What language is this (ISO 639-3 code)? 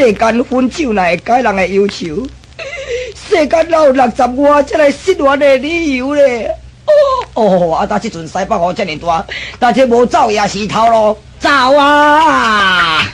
nan